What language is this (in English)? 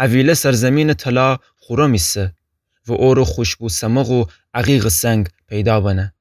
Gilaki